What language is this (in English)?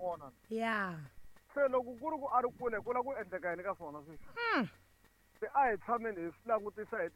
Tsonga